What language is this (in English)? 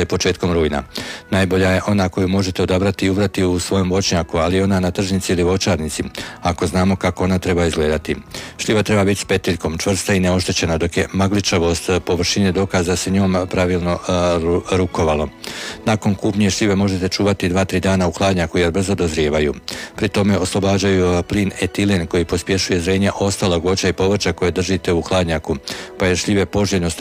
Croatian